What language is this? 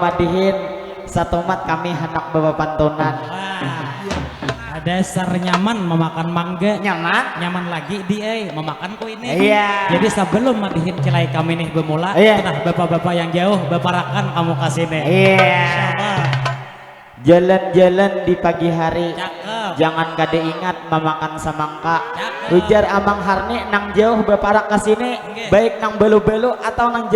Banjar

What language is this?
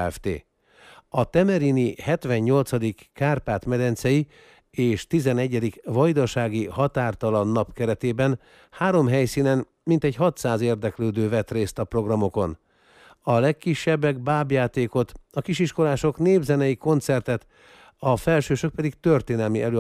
Hungarian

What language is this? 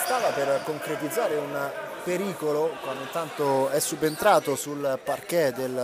Italian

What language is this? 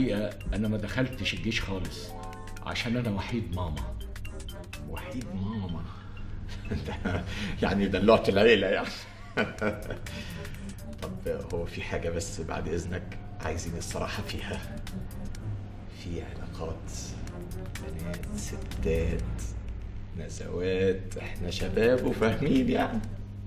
Egyptian Arabic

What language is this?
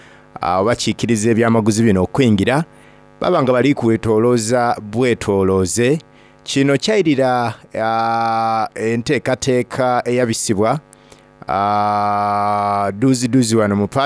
Soga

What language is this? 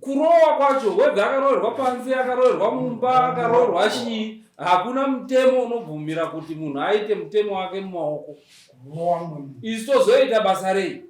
Shona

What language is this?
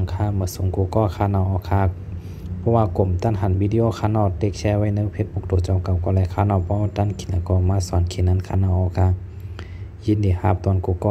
Shan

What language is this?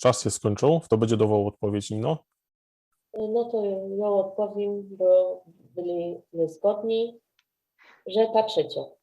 Silesian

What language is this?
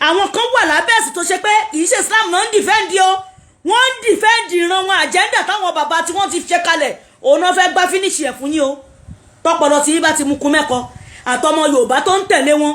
Yoruba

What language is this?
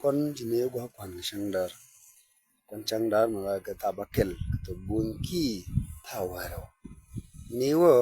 Nuer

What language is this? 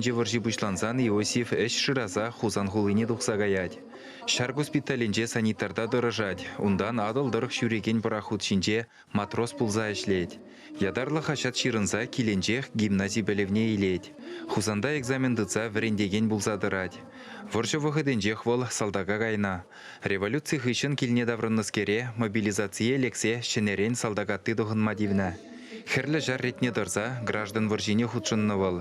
Chuvash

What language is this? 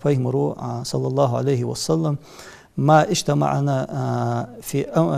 Ingush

